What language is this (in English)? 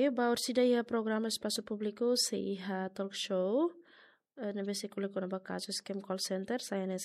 Tetum